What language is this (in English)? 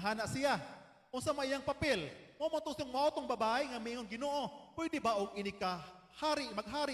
Cebuano